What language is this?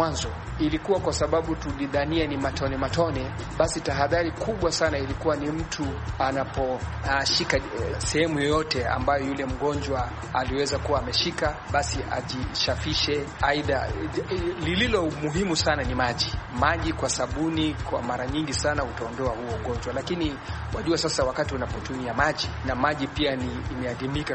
Swahili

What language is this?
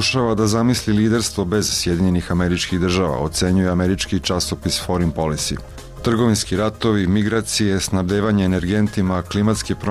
Serbian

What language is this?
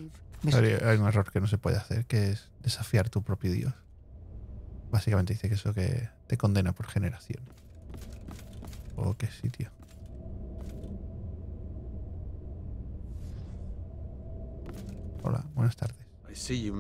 Spanish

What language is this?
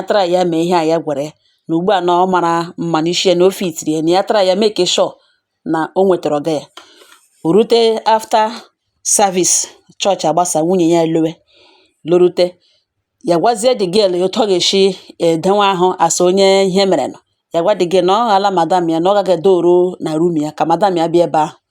Igbo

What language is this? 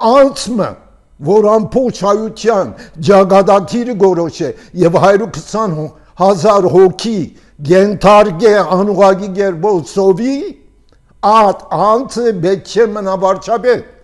Armenian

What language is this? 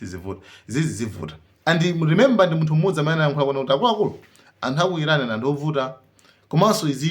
Nyanja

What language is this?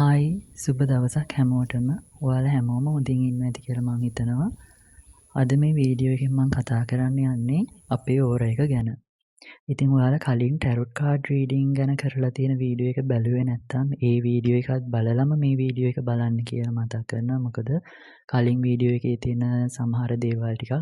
Sinhala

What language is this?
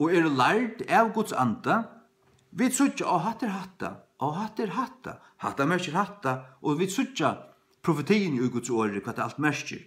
Faroese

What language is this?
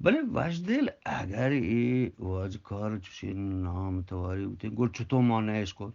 Eastern Balochi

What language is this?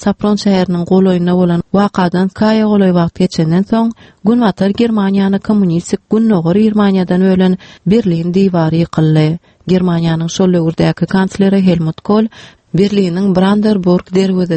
Turkmen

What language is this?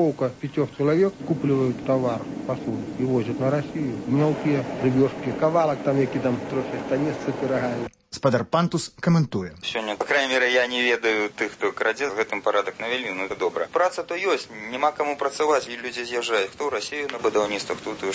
Belarusian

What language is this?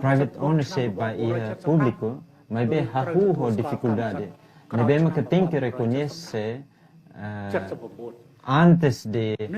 Tetum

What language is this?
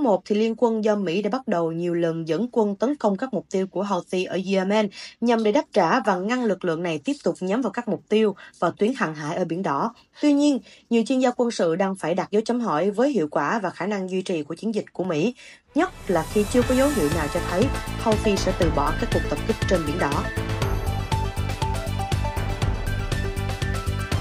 Vietnamese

